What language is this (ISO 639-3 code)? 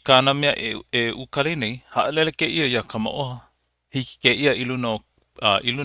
haw